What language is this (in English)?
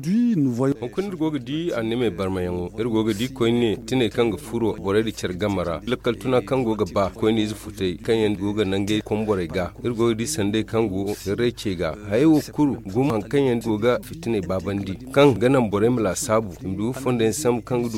Zarma